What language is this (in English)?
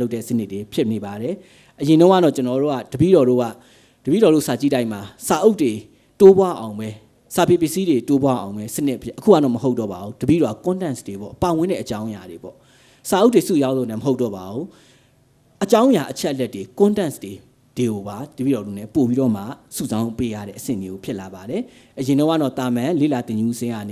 Burmese